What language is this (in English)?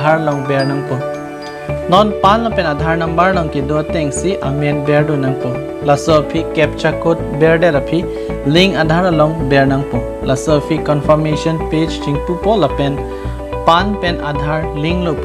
Karbi